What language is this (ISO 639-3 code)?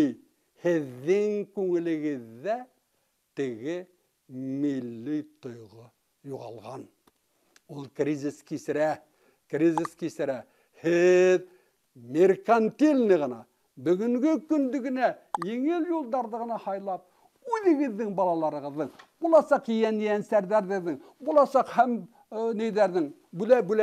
bak